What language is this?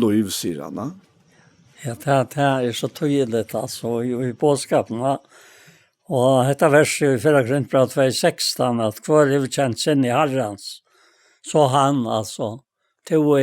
Faroese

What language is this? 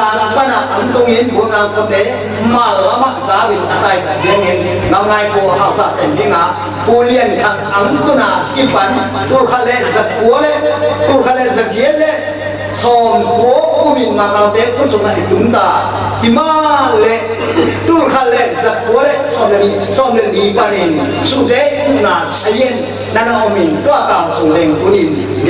Tedim Chin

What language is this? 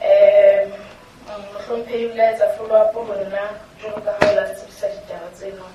Southern Sotho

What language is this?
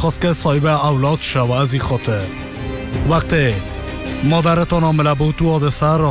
Persian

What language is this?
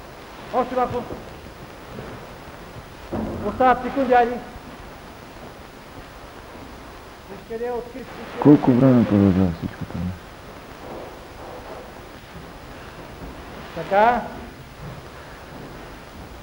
Bulgarian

